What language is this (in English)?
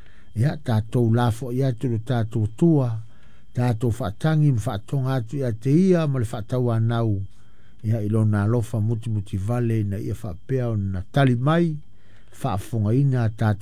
Samoan